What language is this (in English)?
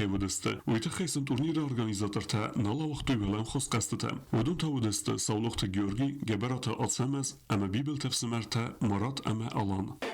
Ossetic